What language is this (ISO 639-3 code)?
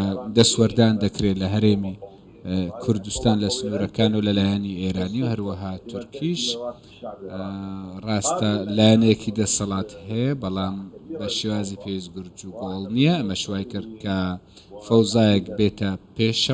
ckb